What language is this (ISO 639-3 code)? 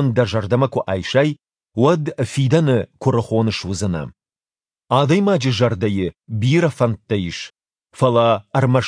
oss